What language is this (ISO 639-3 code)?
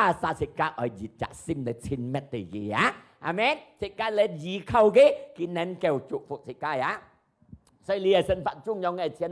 hak